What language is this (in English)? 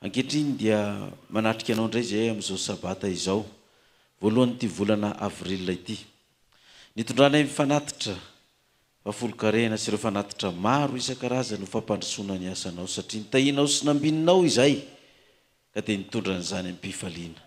Malagasy